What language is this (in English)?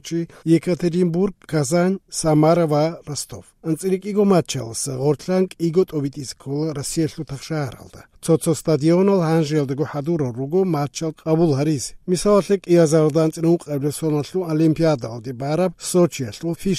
Avaric